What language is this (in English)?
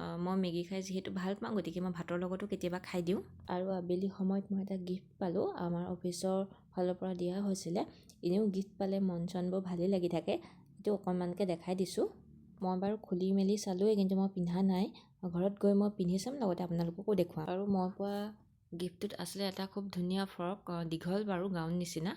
Assamese